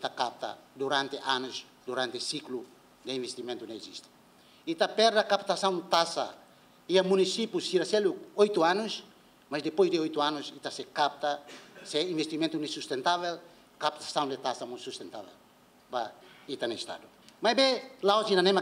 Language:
Tetum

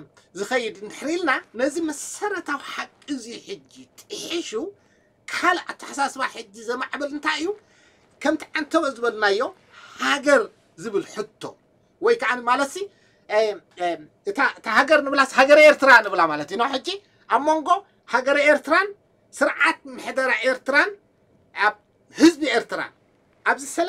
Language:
Tigrinya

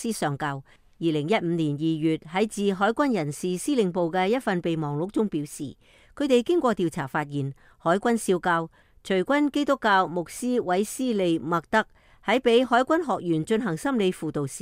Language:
Cantonese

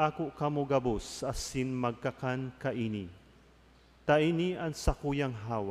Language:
Bikol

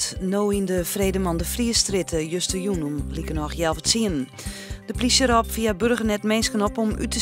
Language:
Western Frisian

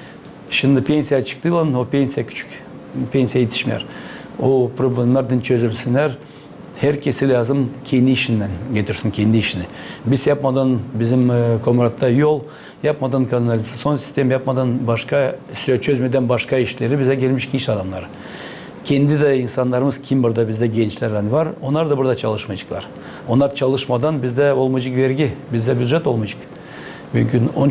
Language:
Gagauz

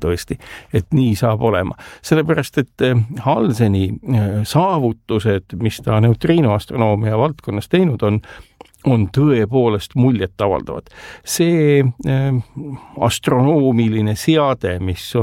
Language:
Estonian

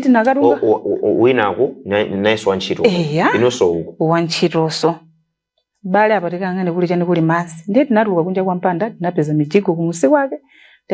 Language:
Nyanja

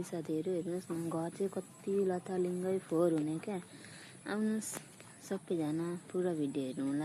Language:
Nepali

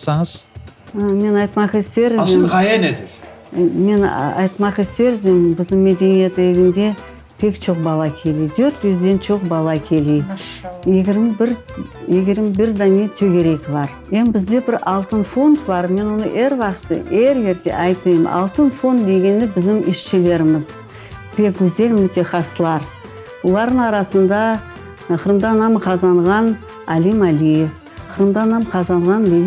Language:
Crimean Tatar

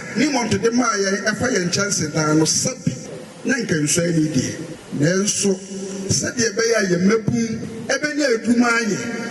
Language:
Akan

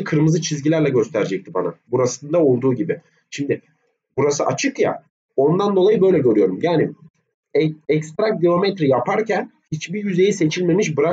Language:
Turkish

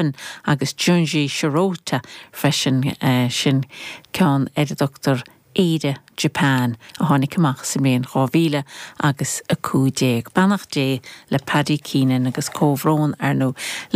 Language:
Irish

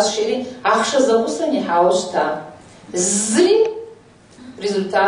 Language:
Kabardian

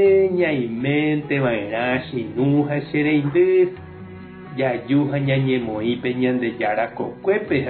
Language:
Guarani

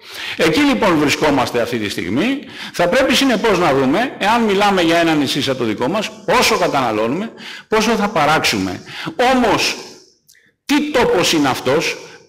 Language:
Greek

